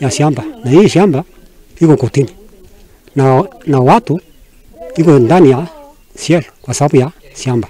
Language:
Kikuyu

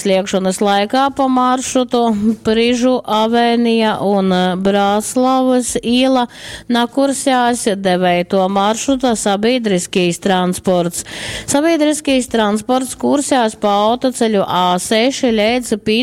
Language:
Latgalian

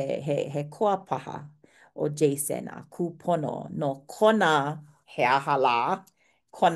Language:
Hawaiian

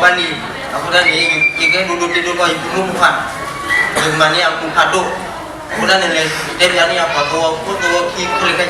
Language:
S'gaw Karen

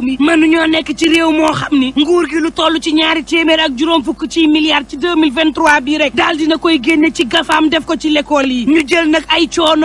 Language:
Wolof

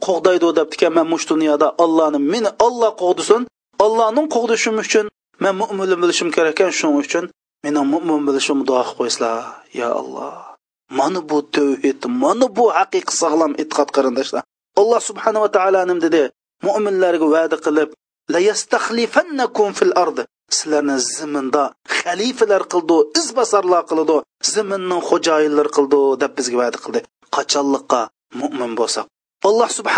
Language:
Uyghur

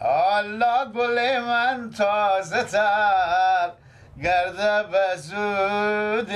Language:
Persian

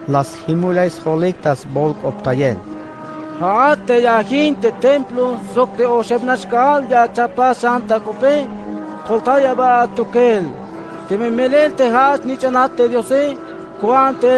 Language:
Tzeltal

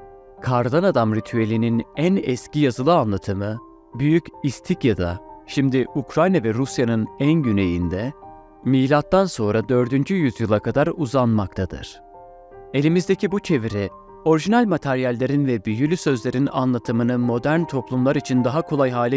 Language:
Turkish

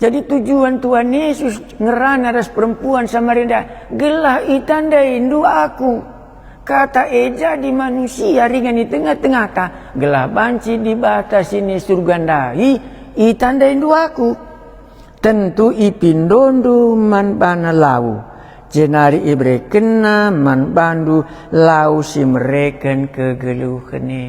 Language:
Batak Karo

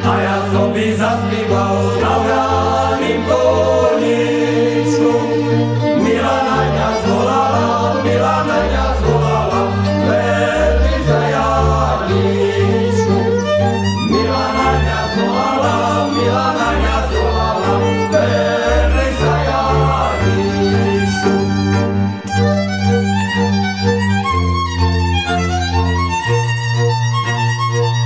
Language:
Slovak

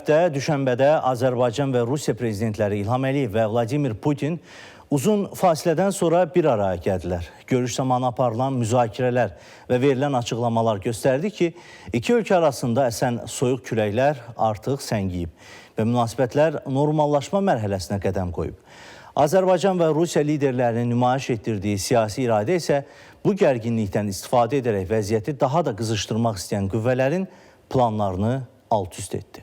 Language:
Azerbaijani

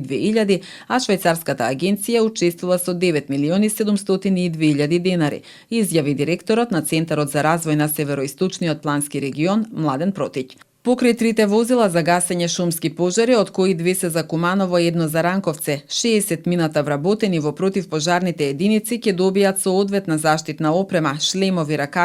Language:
Macedonian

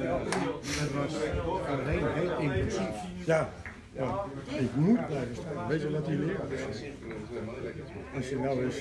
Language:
Dutch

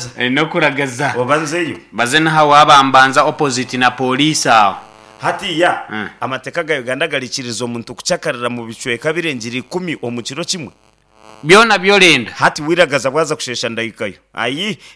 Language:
Nyankole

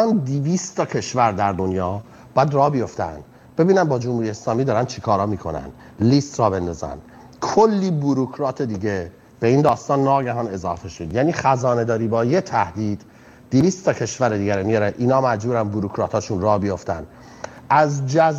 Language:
Persian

